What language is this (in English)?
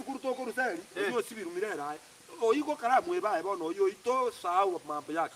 Gusii